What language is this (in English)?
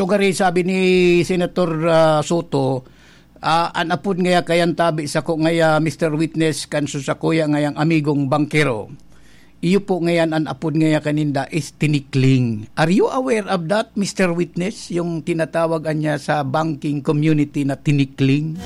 Bikol